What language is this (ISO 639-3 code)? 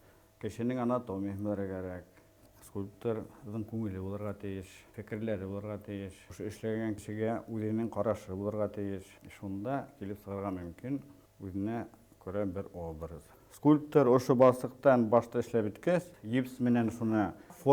bak